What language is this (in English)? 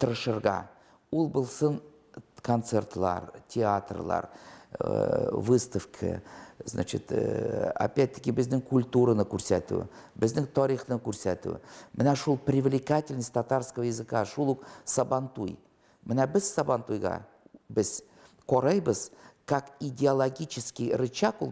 Tatar